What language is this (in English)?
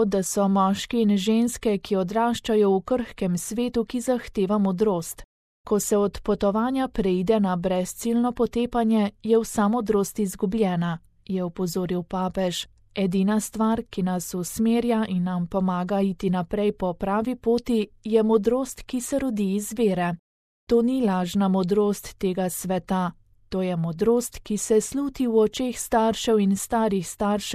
Slovenian